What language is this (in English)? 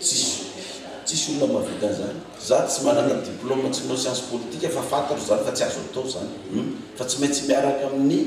Malagasy